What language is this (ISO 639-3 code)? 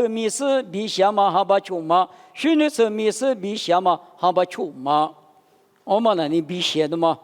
lis